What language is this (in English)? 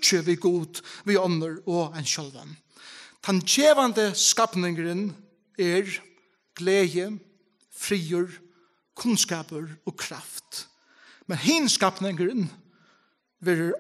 Faroese